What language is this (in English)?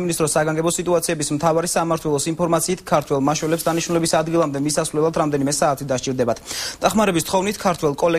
Georgian